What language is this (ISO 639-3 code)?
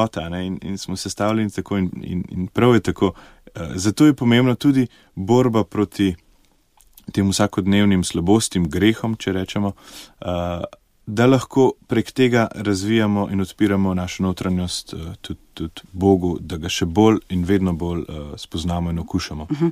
slv